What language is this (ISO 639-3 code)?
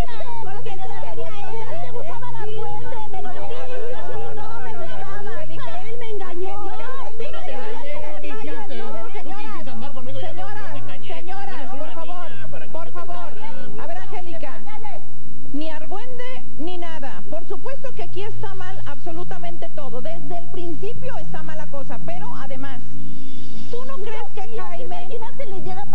spa